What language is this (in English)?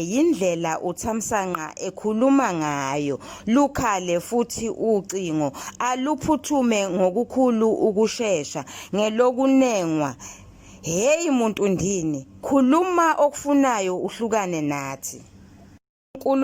Zulu